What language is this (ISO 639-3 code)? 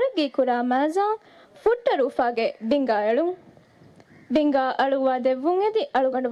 div